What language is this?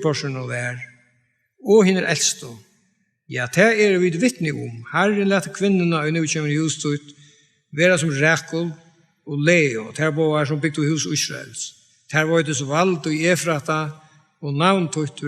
Faroese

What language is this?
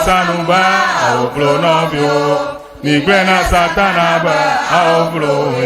Ewe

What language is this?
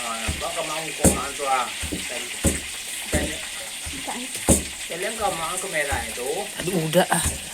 Minangkabau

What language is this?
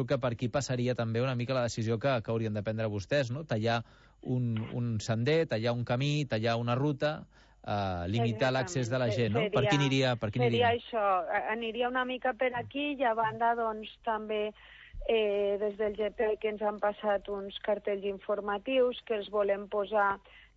Catalan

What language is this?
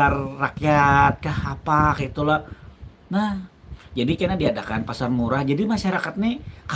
Banjar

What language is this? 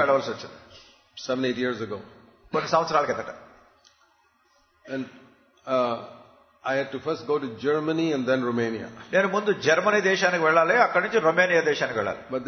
Telugu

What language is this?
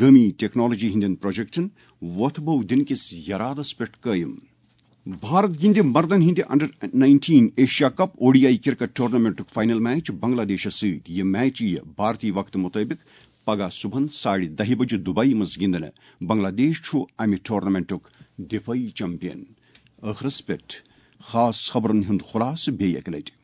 Kashmiri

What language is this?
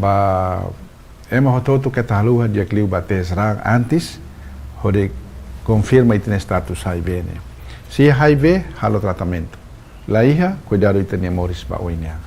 Tetum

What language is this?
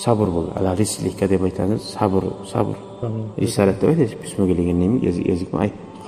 Kumyk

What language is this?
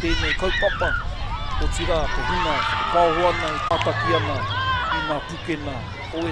Māori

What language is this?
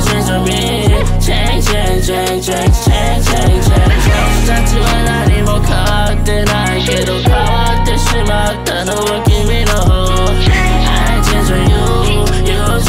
Japanese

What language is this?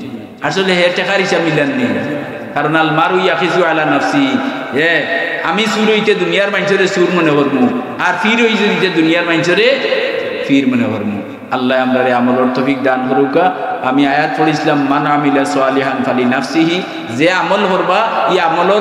Sylheti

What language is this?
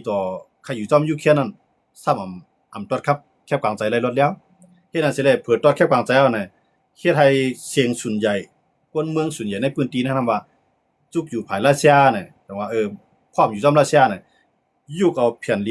Shan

